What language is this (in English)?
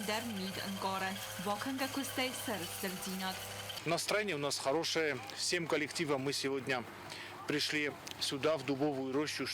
Ossetic